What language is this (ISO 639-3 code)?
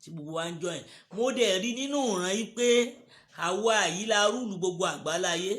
yor